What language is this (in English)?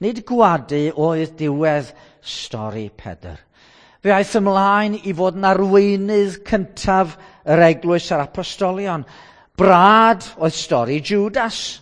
Welsh